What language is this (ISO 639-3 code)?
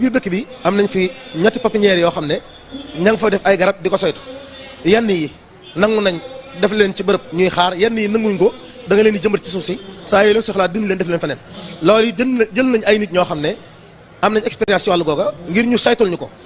wol